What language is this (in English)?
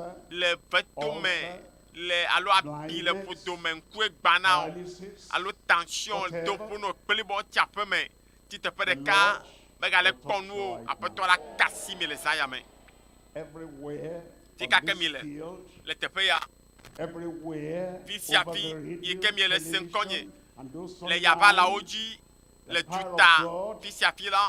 Ewe